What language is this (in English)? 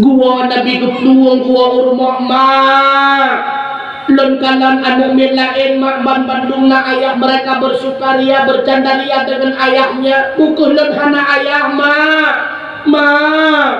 Achinese